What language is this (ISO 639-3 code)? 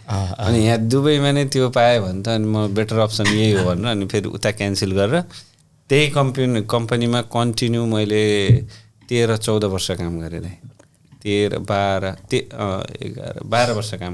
nep